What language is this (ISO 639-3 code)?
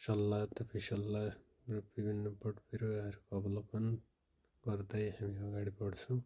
nep